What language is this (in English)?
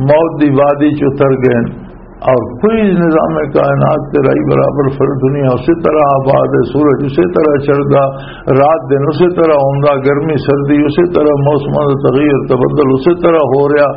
Western Panjabi